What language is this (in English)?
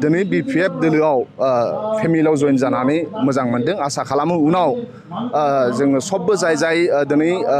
Bodo